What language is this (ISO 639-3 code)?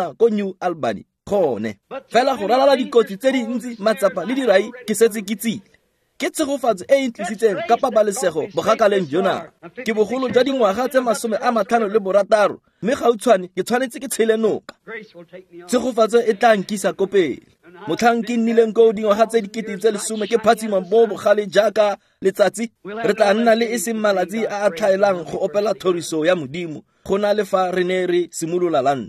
tsn